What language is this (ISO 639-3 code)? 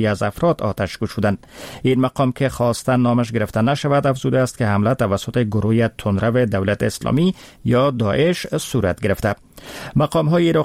fas